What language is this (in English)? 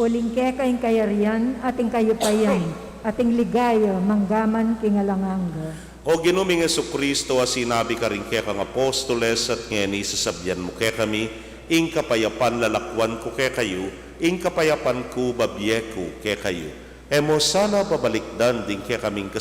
Pampanga